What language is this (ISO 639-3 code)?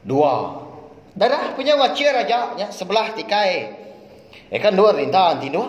iba